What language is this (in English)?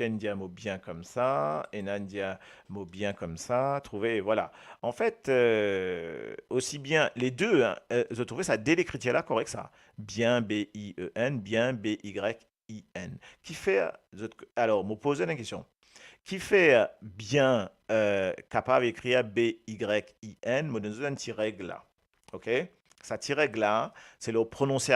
Morisyen